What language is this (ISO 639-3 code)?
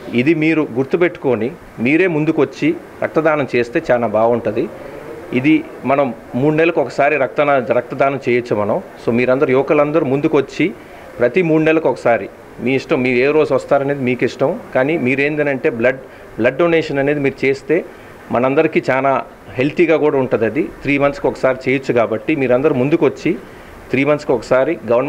tel